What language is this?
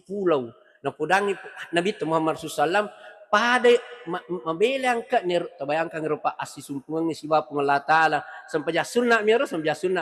Buginese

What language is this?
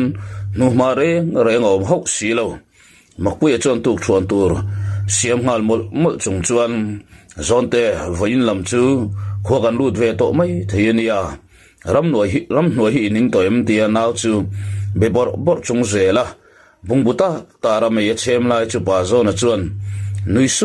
Mizo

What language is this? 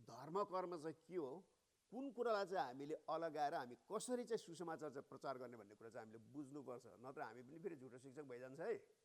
Nepali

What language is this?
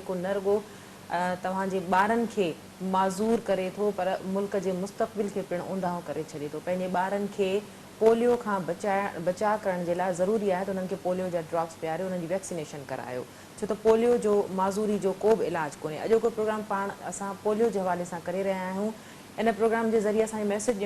Sindhi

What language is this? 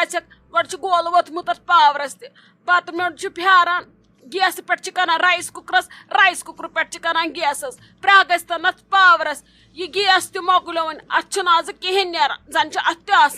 Kashmiri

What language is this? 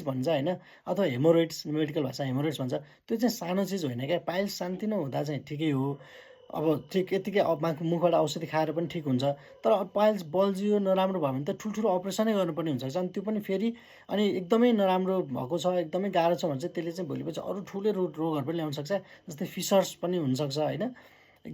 Nepali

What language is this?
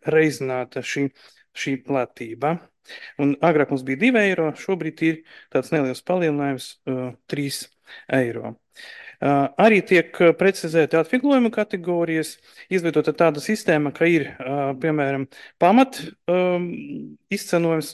Latvian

